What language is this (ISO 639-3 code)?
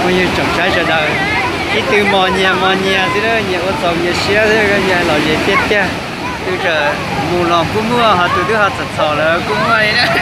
hmn